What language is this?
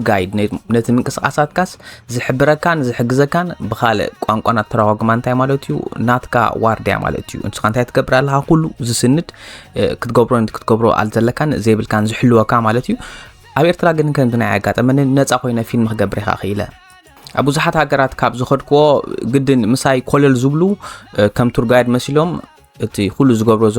Tigrinya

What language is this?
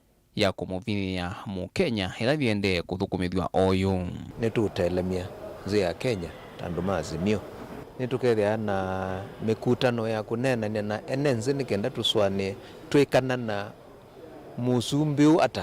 Kamba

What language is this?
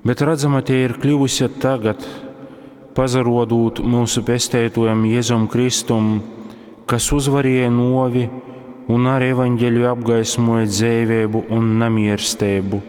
Latgalian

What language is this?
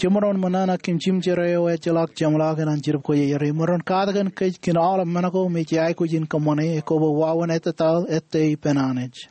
Marshallese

